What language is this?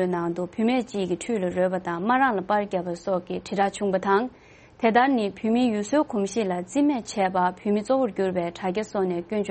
Tibetan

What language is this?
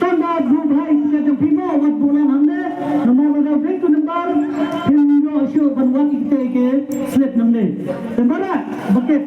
Khasi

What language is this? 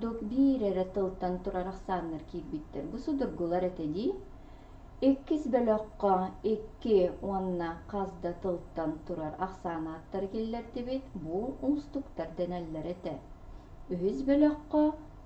Yakut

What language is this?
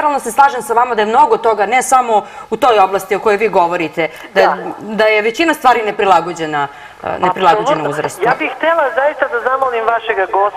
Serbian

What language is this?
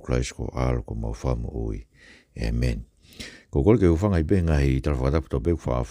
Tongan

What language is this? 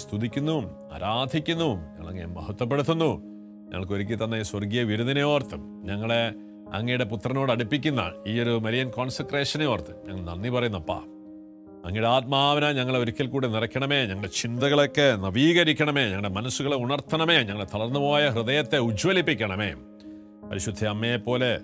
Malayalam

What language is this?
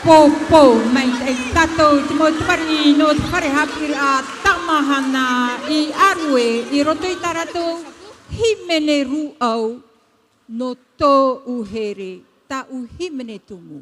Tahitian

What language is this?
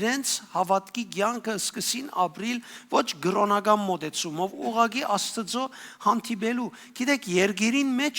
Western Armenian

